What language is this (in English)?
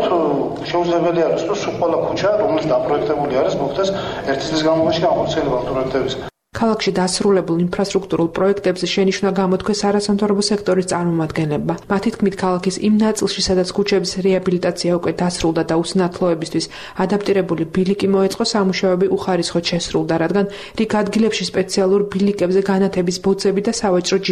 Georgian